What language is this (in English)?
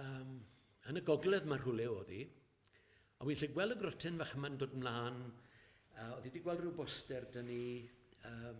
Welsh